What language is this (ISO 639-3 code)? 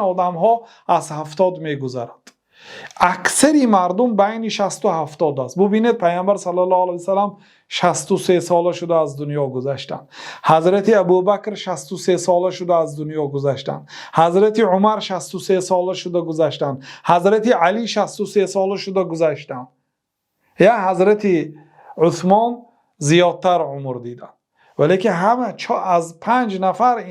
tgk